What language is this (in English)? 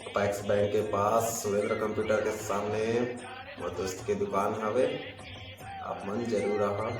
Chhattisgarhi